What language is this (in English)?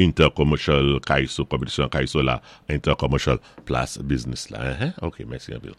Saint Lucian Creole French